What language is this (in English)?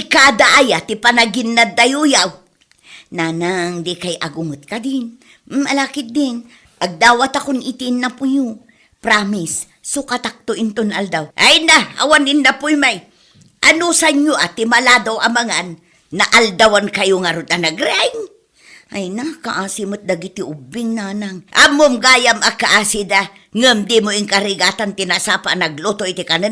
Iloko